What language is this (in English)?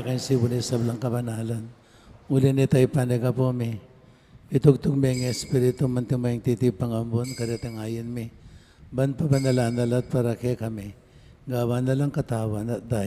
Pampanga